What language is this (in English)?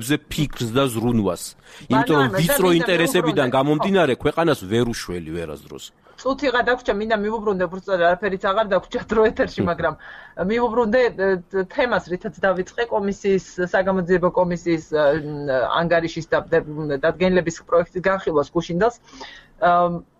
Georgian